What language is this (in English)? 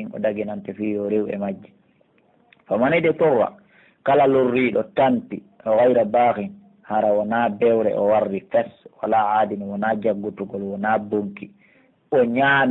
Pular